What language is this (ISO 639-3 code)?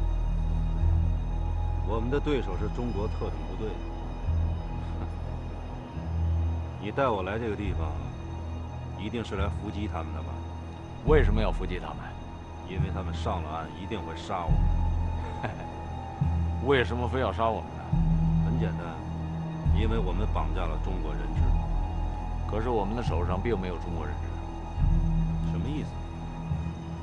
zho